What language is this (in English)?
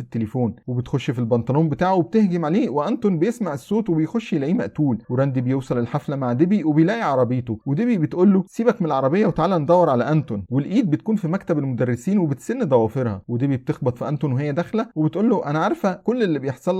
Egyptian Arabic